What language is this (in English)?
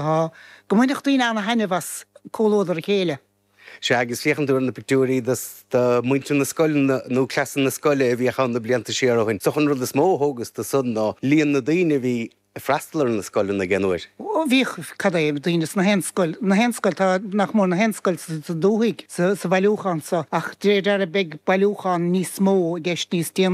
Irish